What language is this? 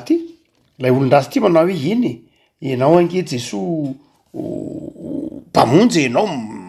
Malagasy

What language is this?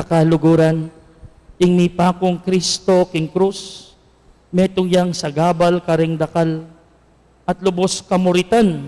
Pampanga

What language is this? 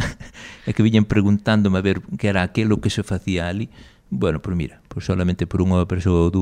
Galician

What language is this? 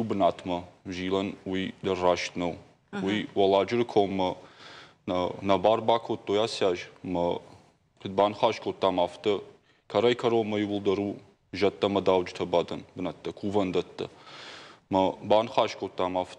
Ossetic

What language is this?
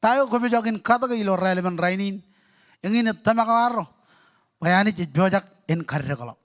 Marshallese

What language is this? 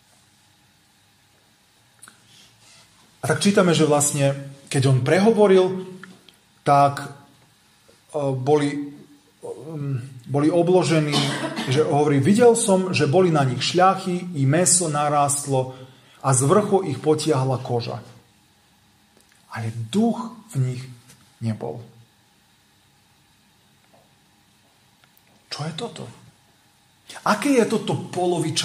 Slovak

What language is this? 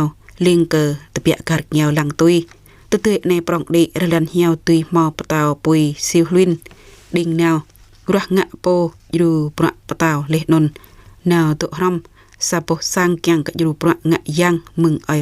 Jarai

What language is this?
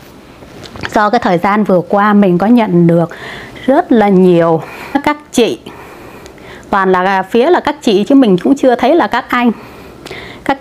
Vietnamese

